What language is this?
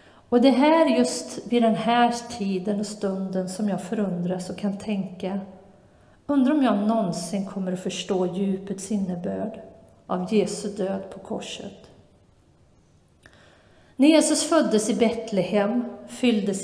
Swedish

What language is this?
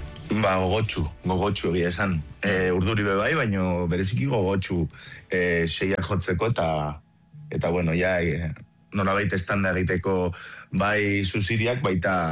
Basque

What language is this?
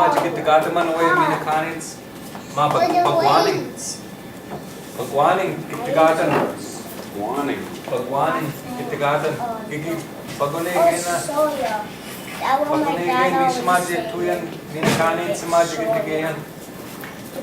Chippewa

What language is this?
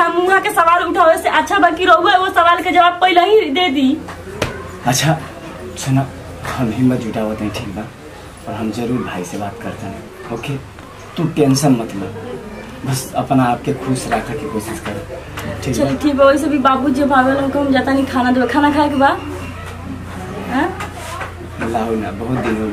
Bhojpuri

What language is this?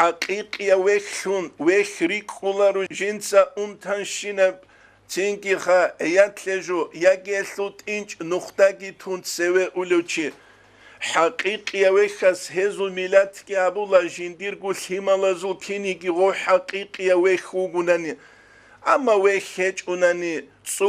Avaric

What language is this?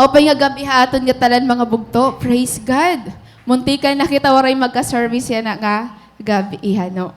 Waray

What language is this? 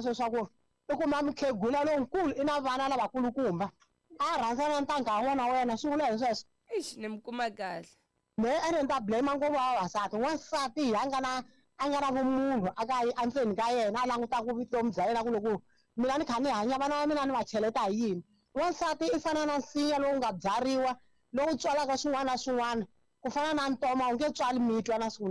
Tsonga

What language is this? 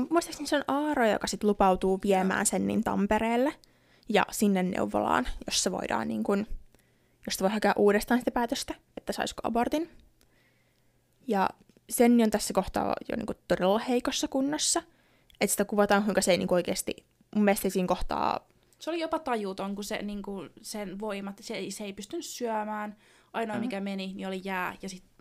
Finnish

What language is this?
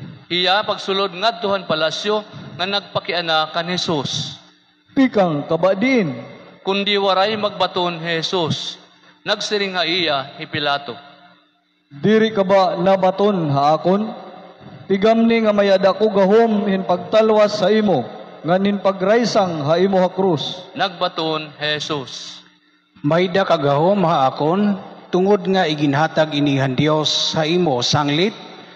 Waray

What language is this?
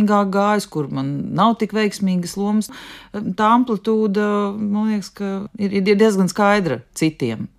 Latvian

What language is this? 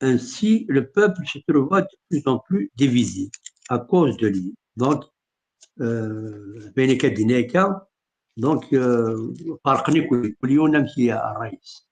Kabyle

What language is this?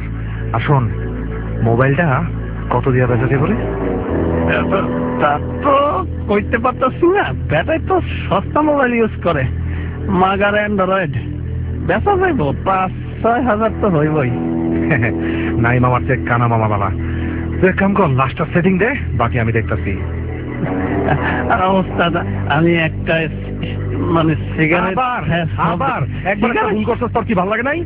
Bangla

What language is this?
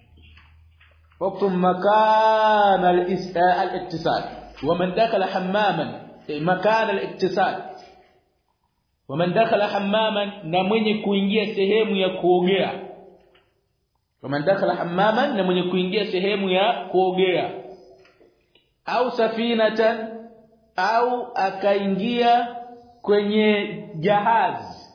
Swahili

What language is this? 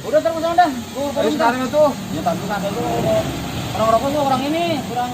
Betawi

